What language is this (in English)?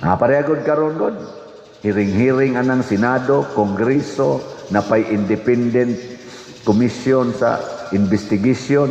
Cebuano